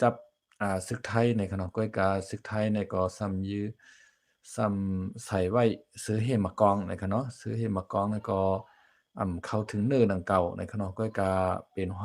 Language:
Shan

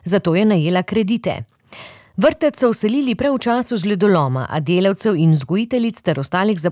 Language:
Slovenian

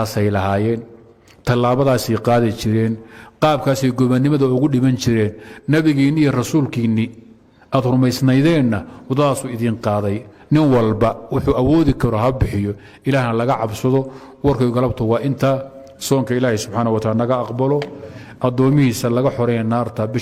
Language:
Somali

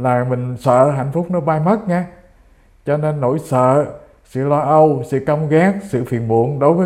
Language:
Vietnamese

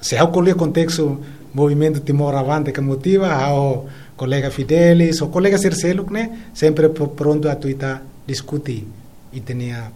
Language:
Tetum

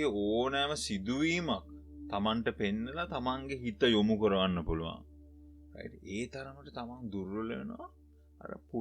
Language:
Sinhala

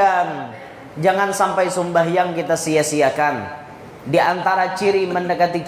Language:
Banjar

